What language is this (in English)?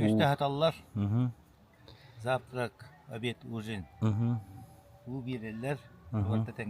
Yakut